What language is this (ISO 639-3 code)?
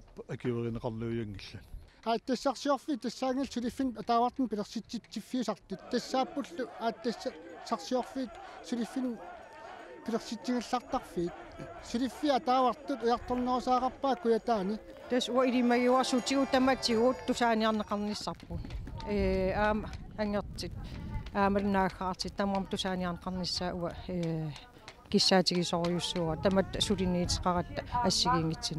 kal